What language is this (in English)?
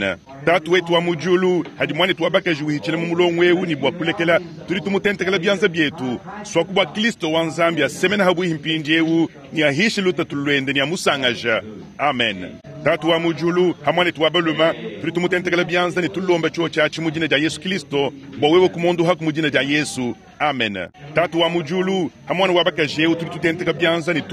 Luba-Lulua